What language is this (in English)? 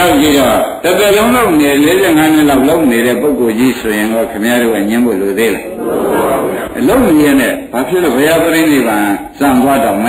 Burmese